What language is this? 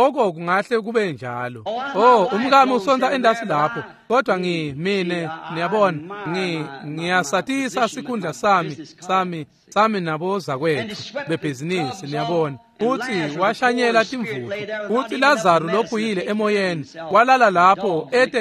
Swati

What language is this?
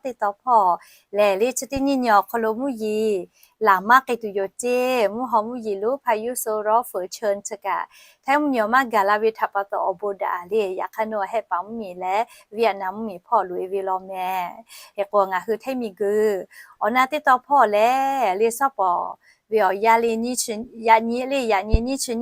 Lahu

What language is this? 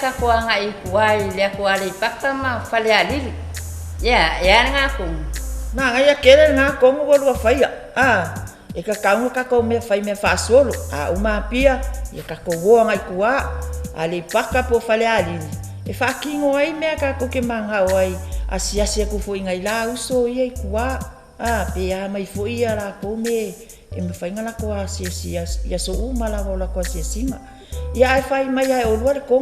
Samoan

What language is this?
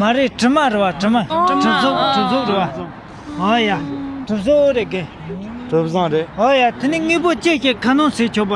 Tibetan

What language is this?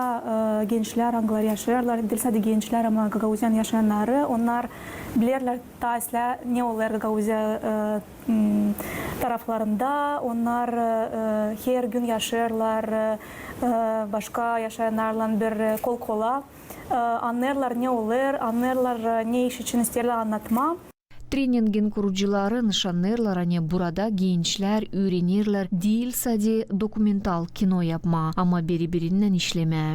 Gagauz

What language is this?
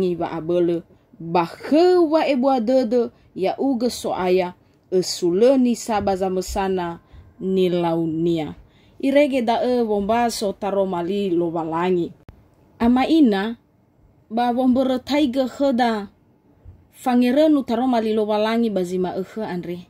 Nias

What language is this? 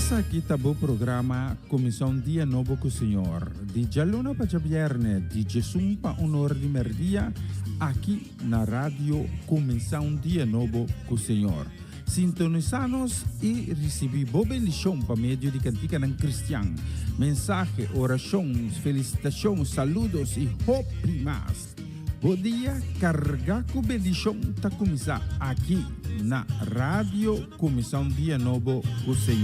Papiamento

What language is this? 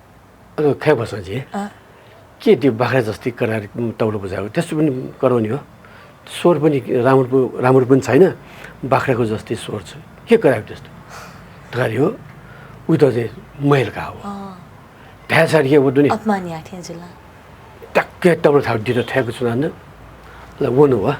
Newari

